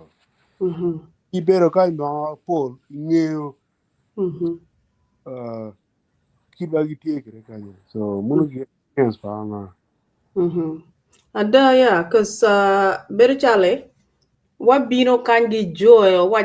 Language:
Acoli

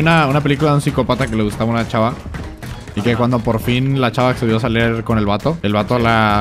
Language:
Spanish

